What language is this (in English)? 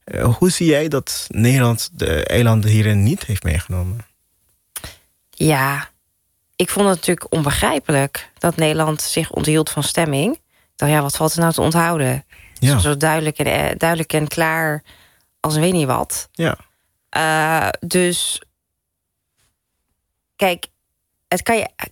Dutch